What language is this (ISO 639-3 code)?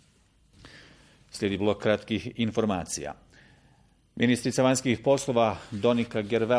bos